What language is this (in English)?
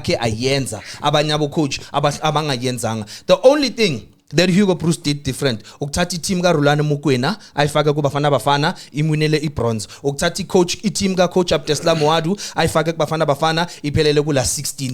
Zulu